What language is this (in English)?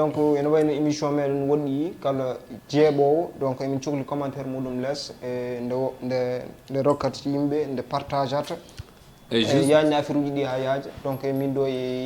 Fula